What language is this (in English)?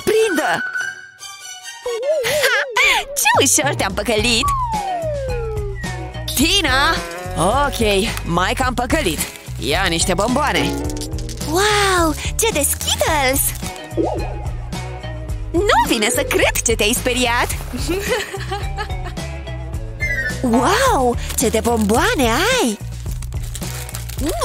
Romanian